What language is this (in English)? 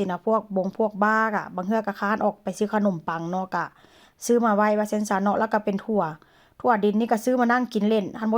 Northeastern Thai